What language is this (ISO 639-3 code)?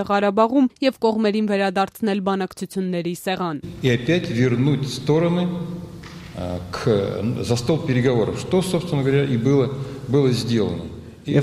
hye